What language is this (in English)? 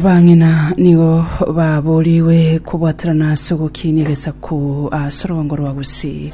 Gusii